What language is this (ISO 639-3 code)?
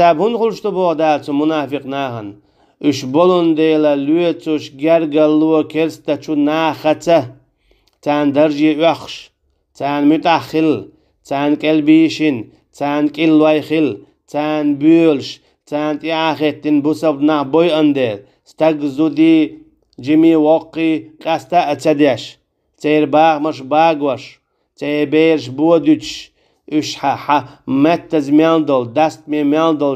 che